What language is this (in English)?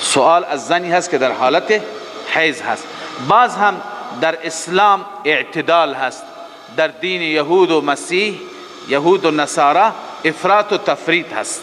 Persian